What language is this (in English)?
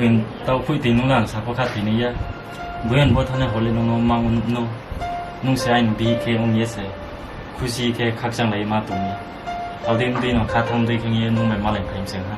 Kok Borok